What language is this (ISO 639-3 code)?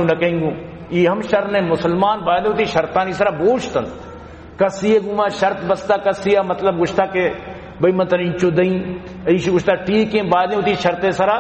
bal